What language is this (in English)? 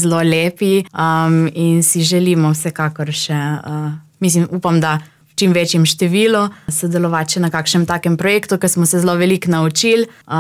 Slovenian